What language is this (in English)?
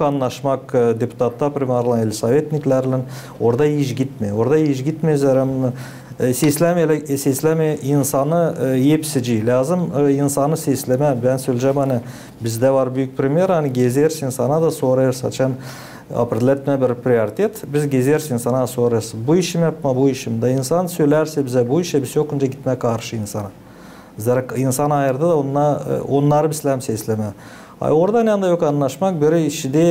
Gagauz